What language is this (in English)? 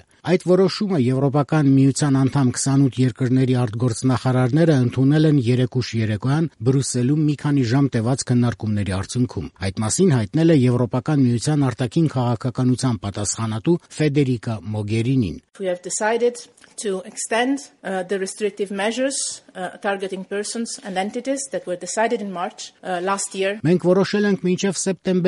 Armenian